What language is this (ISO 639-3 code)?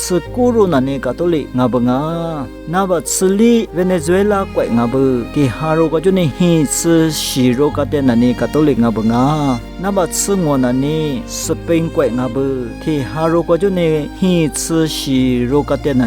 lis